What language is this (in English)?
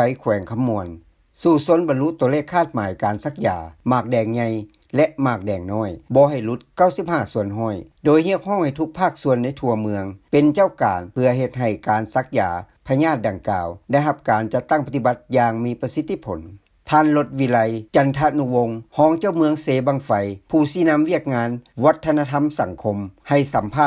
Lao